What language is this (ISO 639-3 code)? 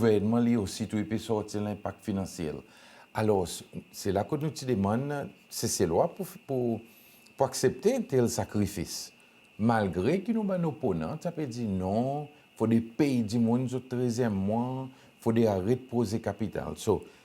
crs